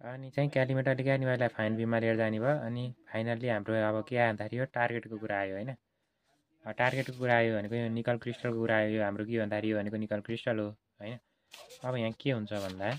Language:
Nepali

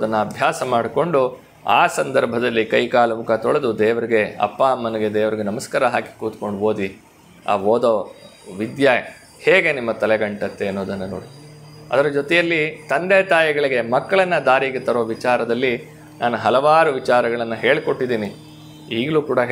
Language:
Kannada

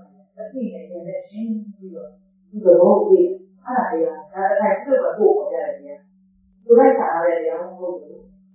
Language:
Burmese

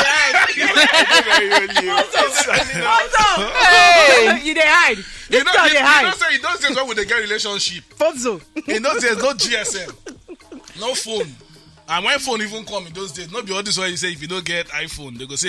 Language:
Nigerian Pidgin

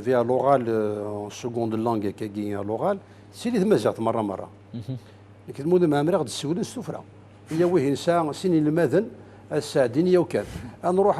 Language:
Kabyle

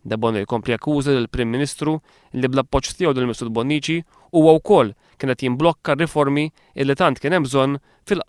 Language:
Maltese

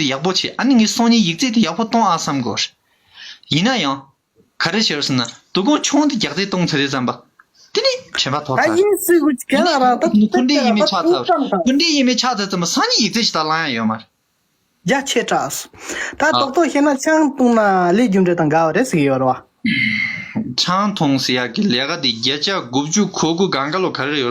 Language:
Tibetan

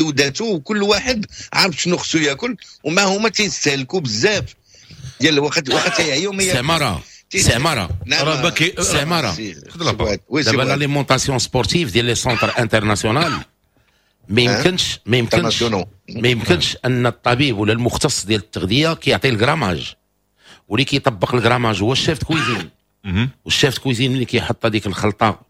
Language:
Moroccan Arabic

